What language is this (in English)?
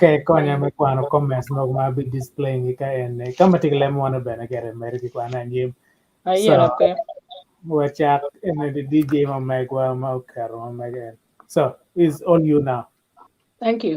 Acoli